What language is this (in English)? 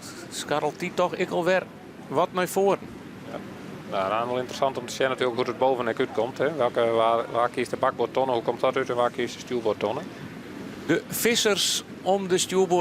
Western Frisian